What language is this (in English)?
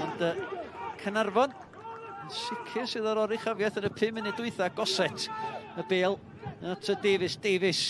Welsh